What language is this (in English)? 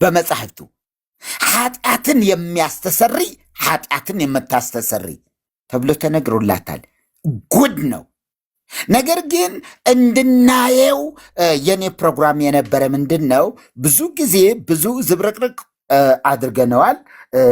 Amharic